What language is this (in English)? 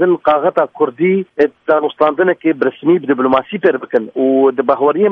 Kurdish